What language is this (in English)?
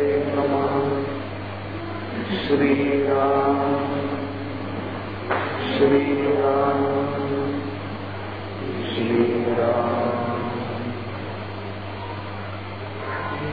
Marathi